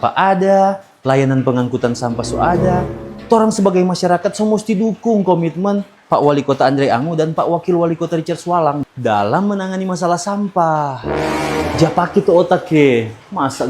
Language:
Manado Malay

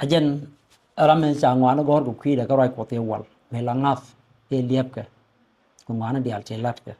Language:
Nuer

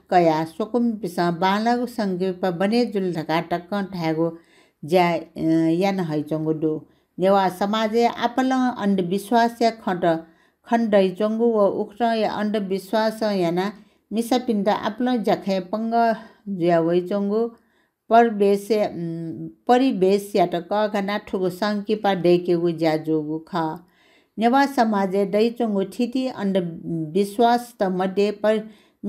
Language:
Newari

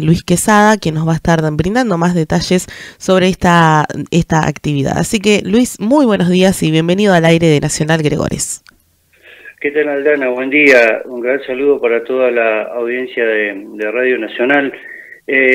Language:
Spanish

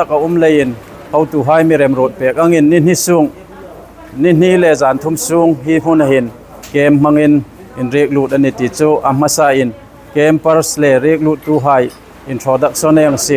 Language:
Hmar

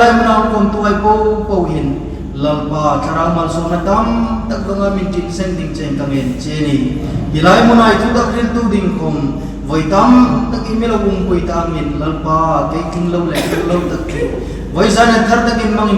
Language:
Hmar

